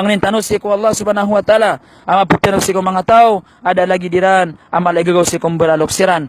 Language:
Maranao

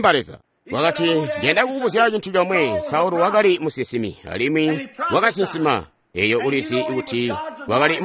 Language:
Tonga (Zambia)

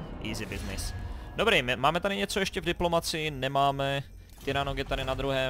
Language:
Czech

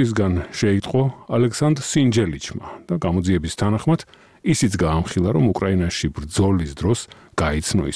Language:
Georgian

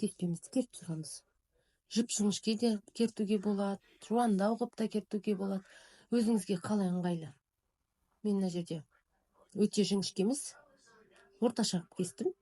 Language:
Kazakh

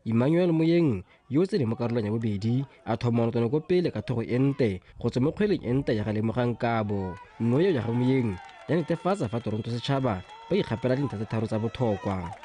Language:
Tswana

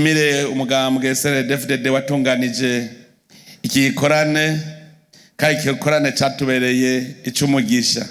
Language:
Rundi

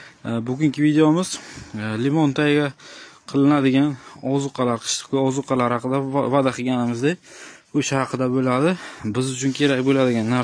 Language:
Uzbek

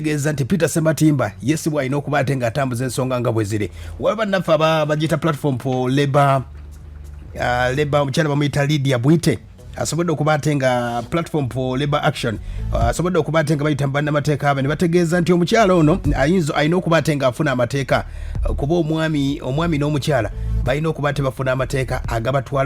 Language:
Ganda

